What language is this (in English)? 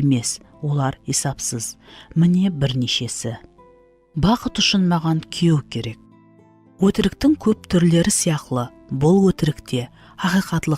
Kara-Kalpak